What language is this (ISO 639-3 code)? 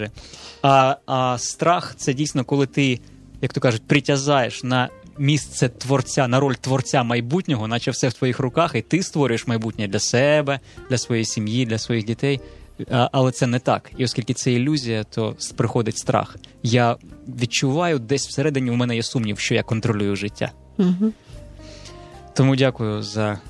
ukr